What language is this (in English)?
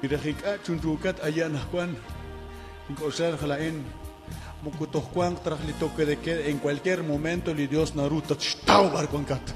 Kekchí